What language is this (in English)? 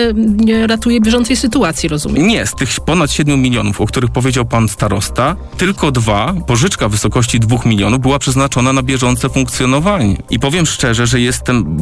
Polish